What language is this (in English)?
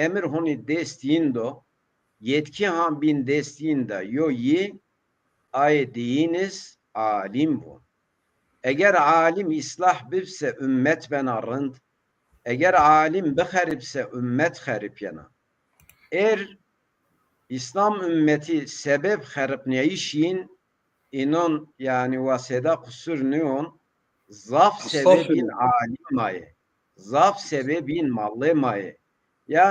Zaza